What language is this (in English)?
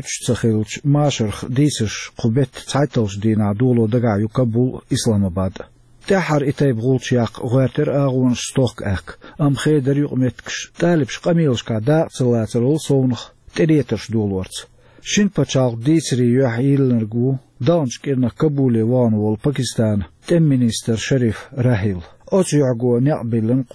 Chechen